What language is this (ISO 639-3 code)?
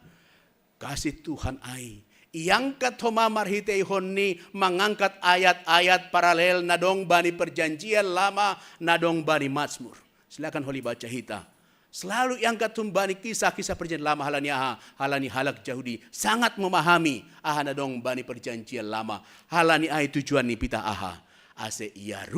bts